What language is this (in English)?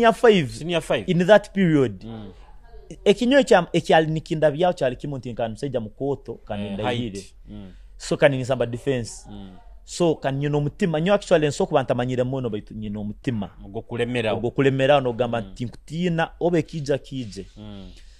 Nyoro